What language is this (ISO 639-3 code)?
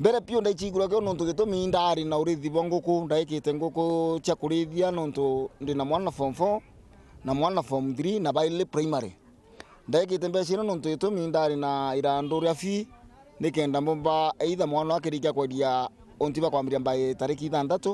mer